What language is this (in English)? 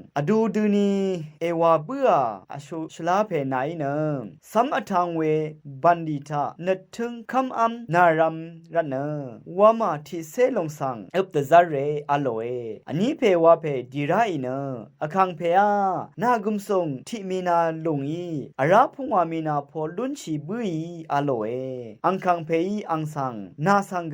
Rawang